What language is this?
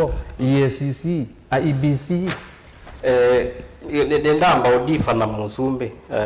Kamba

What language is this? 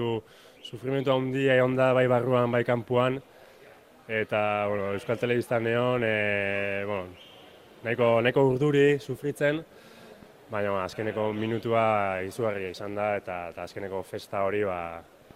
Basque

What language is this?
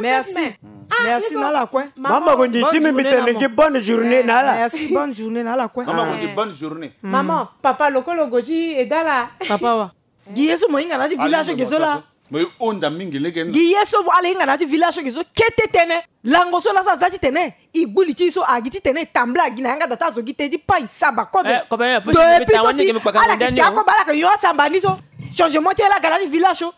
Sango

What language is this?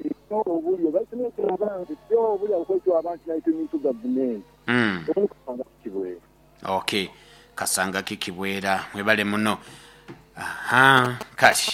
Nyoro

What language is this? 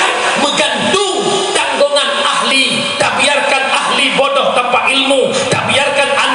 Achinese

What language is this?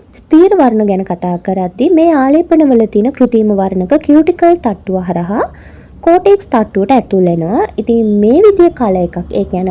Sinhala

